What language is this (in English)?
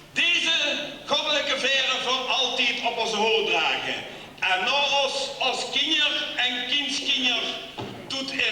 Limburgish